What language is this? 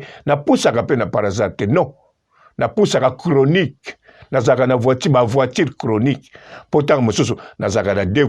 Lingala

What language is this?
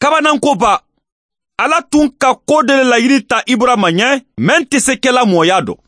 Mandingo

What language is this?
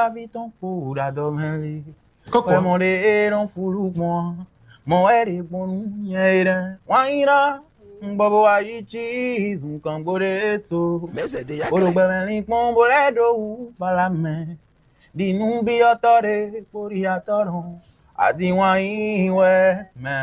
Fon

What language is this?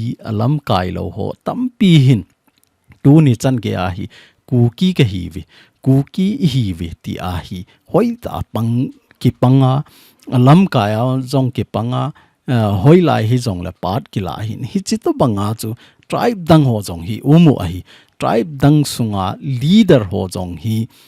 Thado Chin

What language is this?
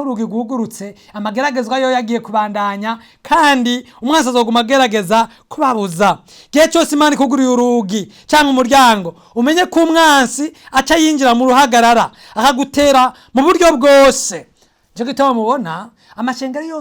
Rundi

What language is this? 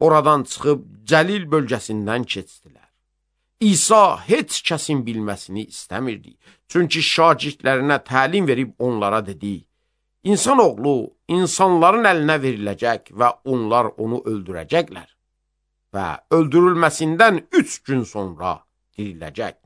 Azerbaijani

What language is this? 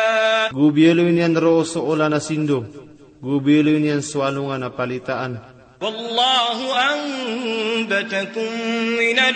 Maranao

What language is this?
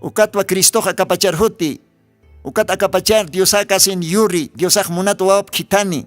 Aymara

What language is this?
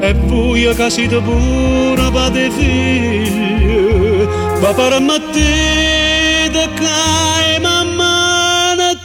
Neapolitan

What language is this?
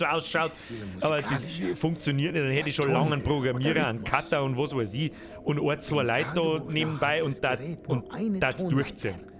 Bavarian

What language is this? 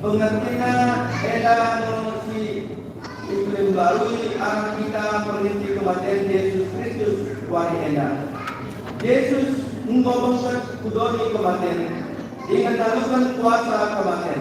Batak Karo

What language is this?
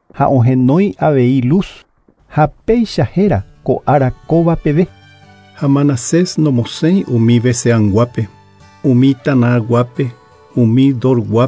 Guarani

